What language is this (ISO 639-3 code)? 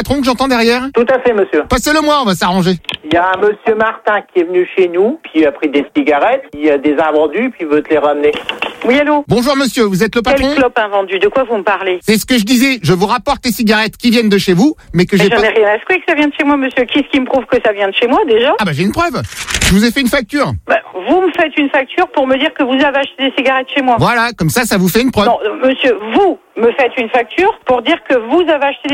fra